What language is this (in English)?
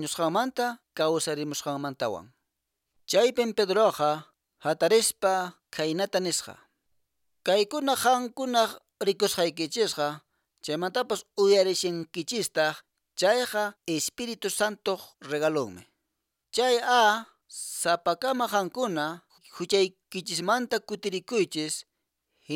Quechua